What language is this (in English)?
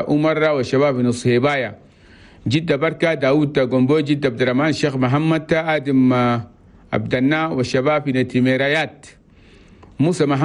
Chadian Arabic